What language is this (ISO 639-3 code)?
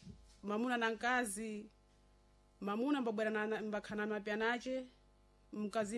seh